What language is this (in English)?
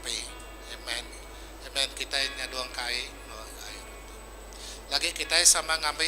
Iban